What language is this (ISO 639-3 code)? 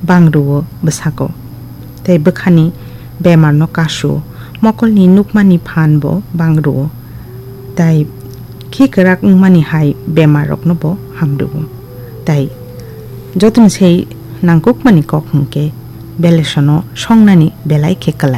trp